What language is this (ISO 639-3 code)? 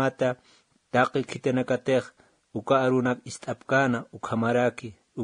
aym